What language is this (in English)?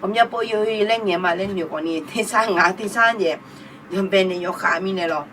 Akha